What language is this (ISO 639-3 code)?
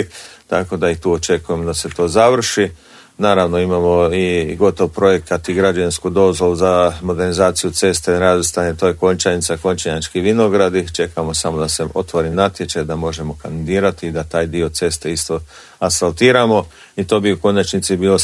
hrv